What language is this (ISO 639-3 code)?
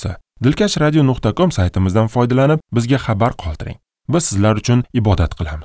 uzb